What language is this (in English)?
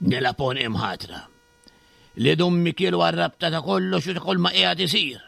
Maltese